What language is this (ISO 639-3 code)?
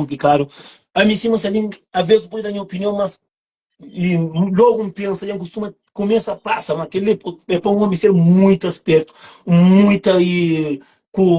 kea